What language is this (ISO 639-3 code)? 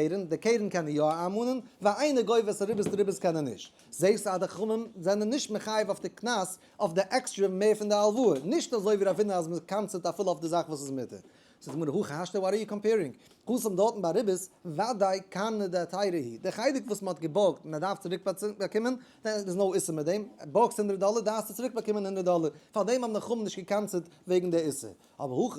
yid